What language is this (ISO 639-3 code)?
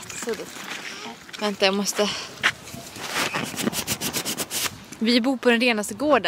swe